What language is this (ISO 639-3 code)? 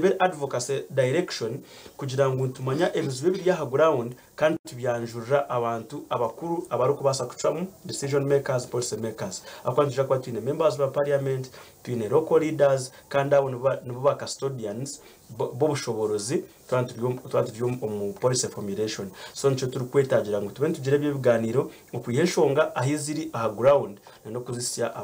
nyn